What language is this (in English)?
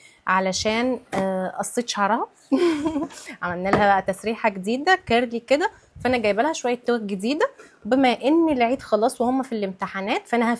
Egyptian Arabic